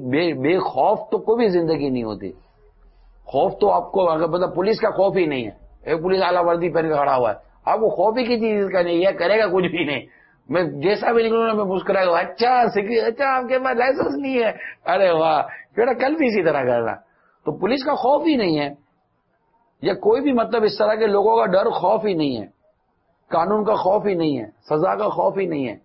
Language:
Urdu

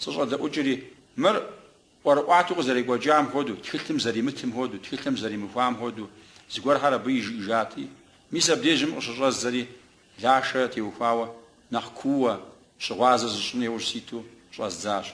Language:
Kabardian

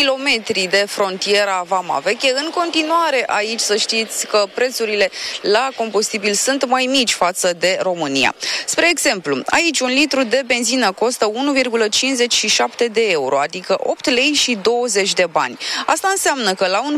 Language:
Romanian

